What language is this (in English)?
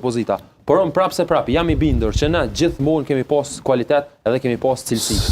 Albanian